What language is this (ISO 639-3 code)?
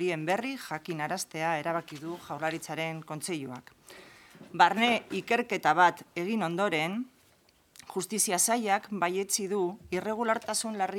eus